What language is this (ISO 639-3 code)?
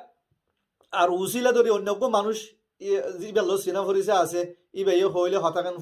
rhg